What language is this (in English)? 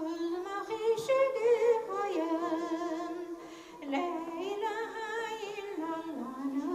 Bashkir